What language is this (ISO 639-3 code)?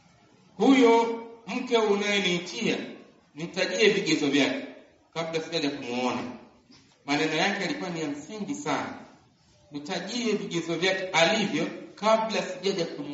swa